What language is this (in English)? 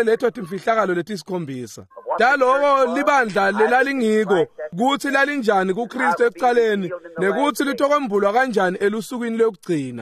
Swati